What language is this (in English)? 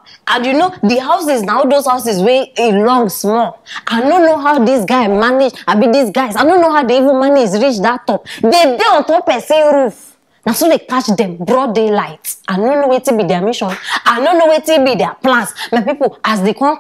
Nigerian Pidgin